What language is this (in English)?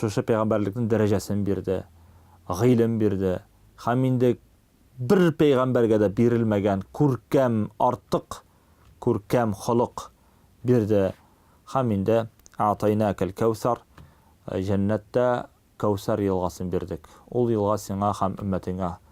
Tatar